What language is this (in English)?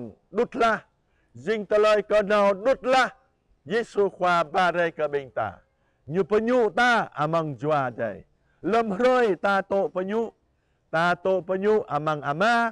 Jarai